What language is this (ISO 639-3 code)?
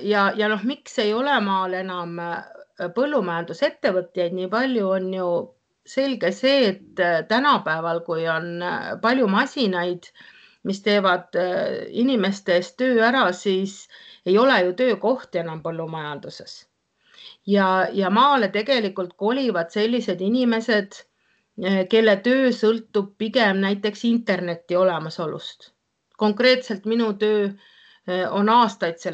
est